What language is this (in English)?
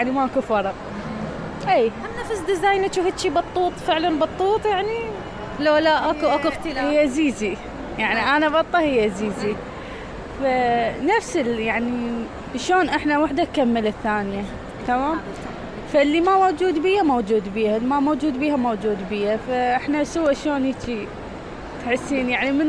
Mesopotamian Arabic